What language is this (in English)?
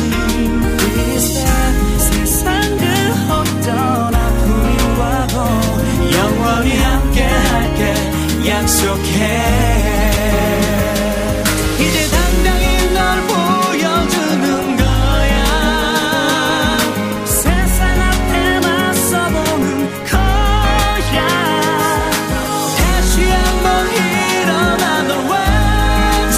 Korean